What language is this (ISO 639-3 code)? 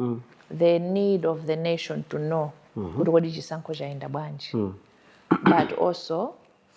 nya